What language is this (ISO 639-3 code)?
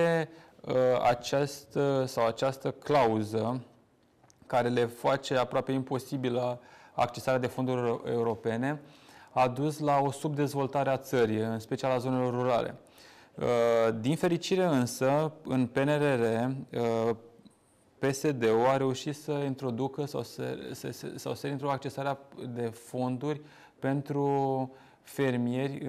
ron